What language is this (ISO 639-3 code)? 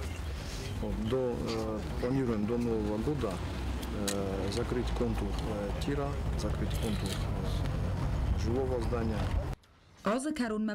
oss